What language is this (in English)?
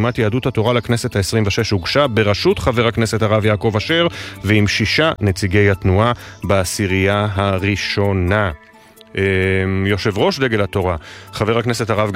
Hebrew